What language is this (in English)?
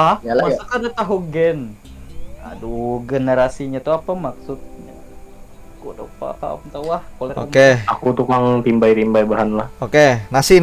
Banjar